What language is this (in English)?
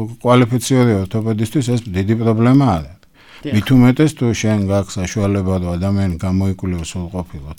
Georgian